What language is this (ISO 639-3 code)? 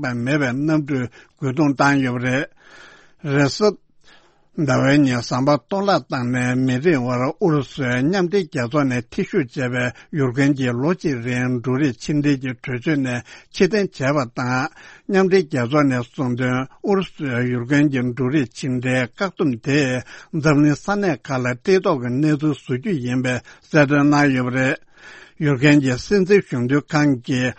bod